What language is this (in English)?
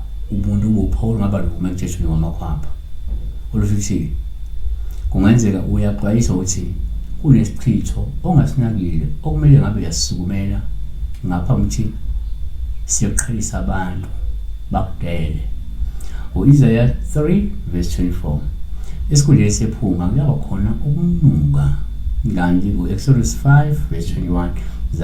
Zulu